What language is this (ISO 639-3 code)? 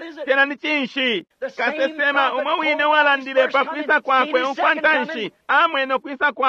bem